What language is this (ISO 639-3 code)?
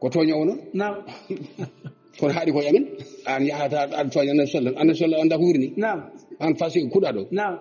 ful